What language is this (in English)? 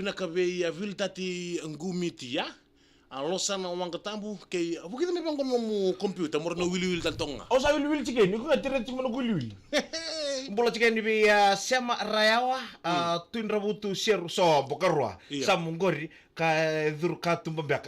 Fijian